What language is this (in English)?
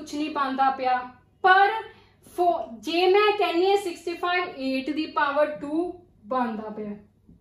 Punjabi